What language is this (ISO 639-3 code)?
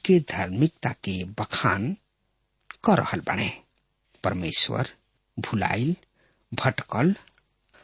bho